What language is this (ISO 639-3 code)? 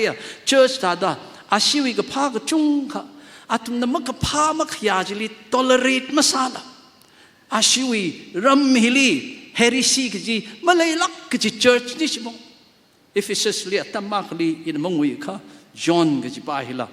nmf